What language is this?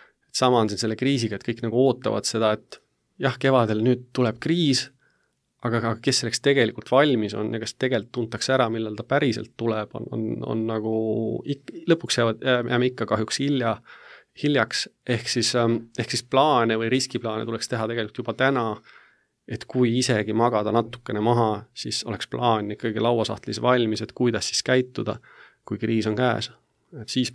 Estonian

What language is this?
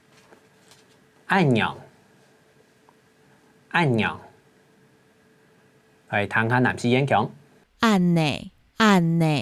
Hakka Chinese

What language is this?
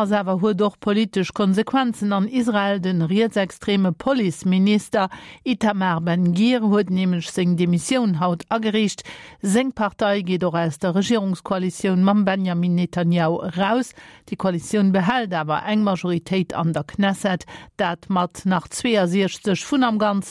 Luxembourgish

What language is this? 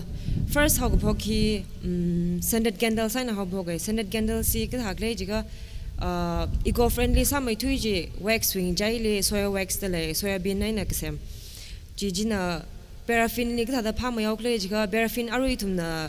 Tangkhul Naga (India)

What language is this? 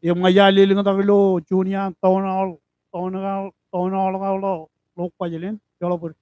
Marshallese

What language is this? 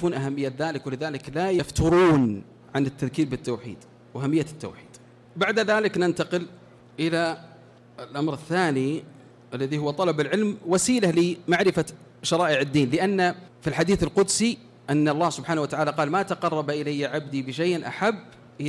Arabic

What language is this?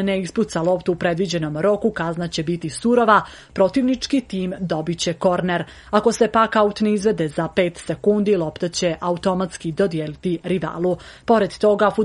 Serbian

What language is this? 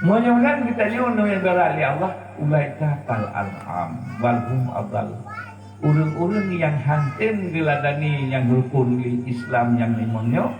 Achinese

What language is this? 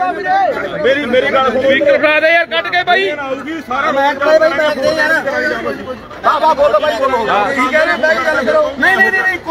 Punjabi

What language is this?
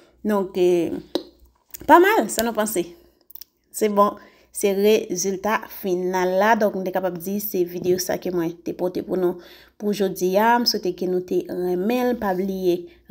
Haitian Creole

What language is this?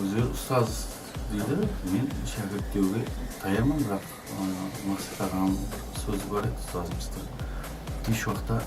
Kara-Kalpak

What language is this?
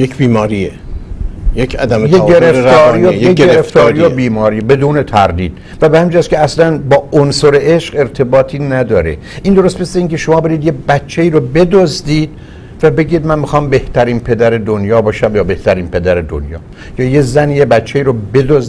Persian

